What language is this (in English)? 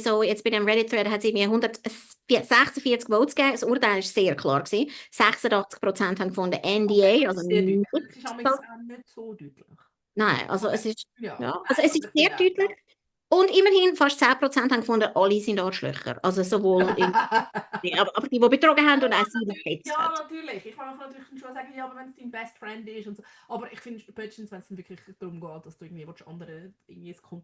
Swiss German